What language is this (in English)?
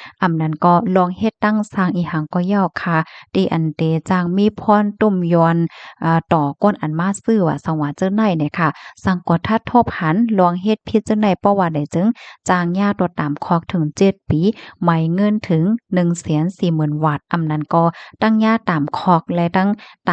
Shan